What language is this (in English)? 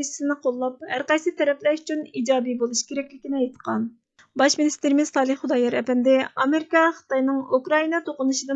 Uyghur